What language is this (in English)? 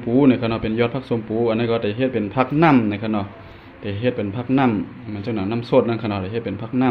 Shan